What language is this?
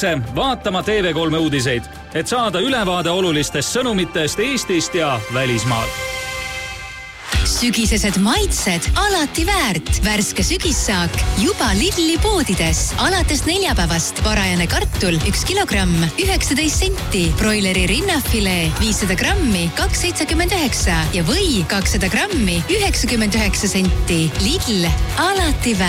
Estonian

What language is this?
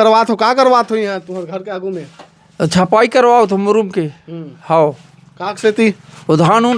Chhattisgarhi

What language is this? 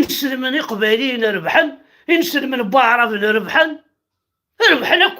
Kabyle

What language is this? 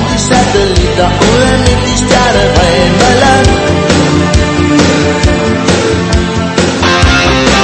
Danish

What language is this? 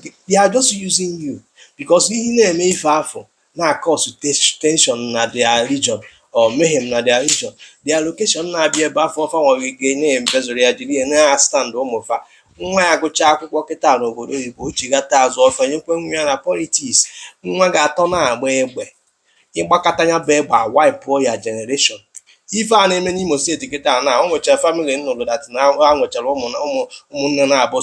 Igbo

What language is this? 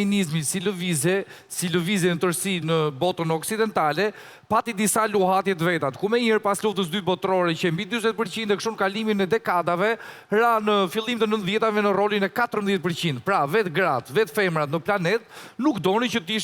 Albanian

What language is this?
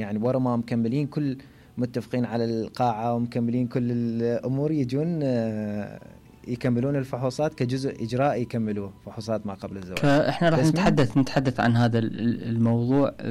Mesopotamian Arabic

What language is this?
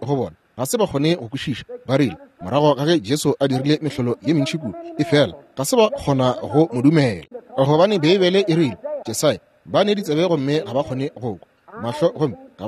Northern Sotho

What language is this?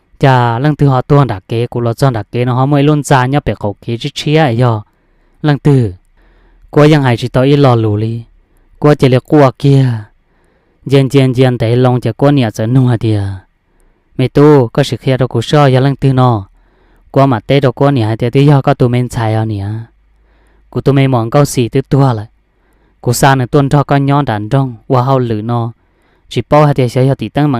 Hmong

